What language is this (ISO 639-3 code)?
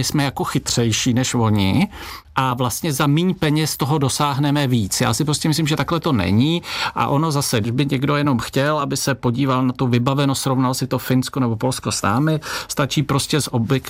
ces